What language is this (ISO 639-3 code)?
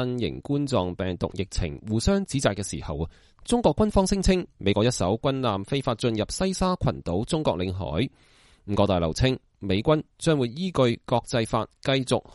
yue